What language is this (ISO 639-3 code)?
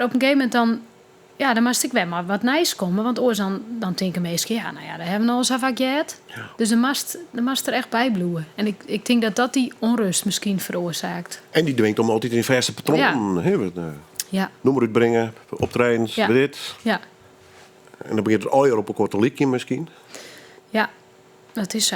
fry